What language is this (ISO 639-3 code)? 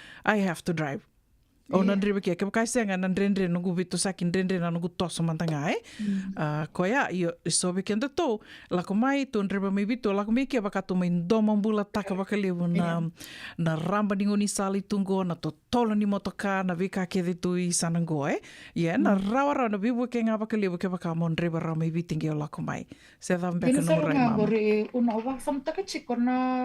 fij